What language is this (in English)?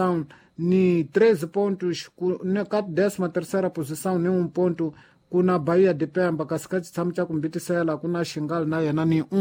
Tsonga